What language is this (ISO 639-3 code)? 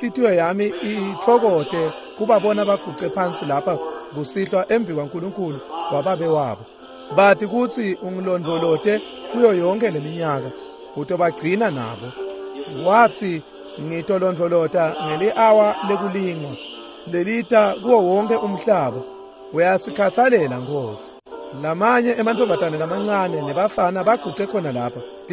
ssw